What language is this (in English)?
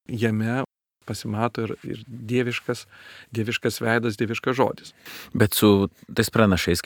Lithuanian